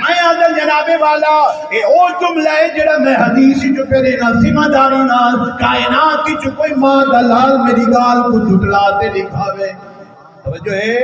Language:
Saraiki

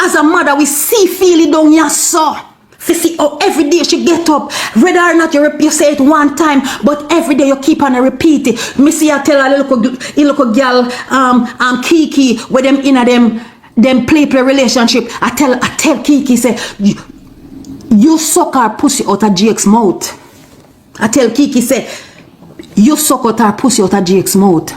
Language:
Jamaican Creole English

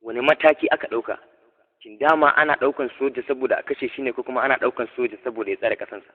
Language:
Hausa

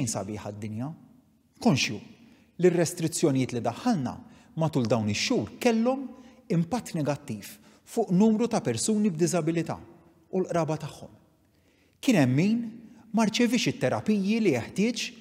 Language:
Maltese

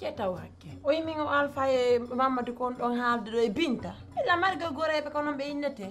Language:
Pular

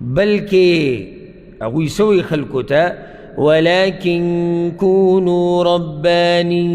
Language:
Pashto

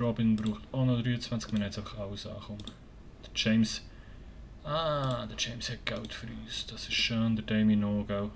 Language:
Swiss German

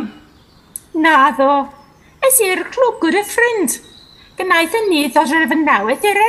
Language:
Welsh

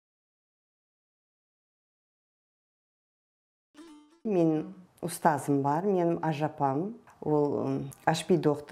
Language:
Kara-Kalpak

